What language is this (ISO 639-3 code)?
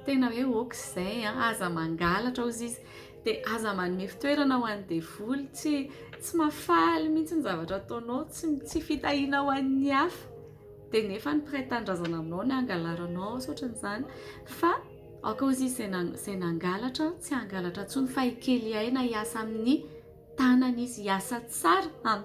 mlg